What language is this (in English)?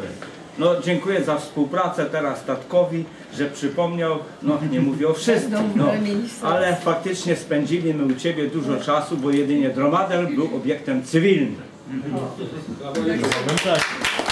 Polish